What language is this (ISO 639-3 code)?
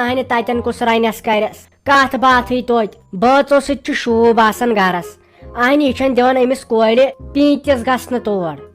kas